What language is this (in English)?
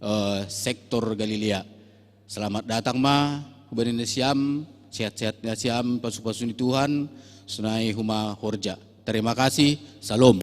Batak Simalungun